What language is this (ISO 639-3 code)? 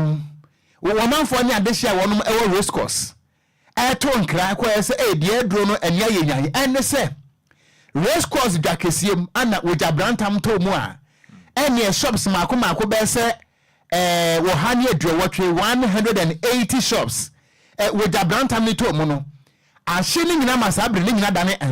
aka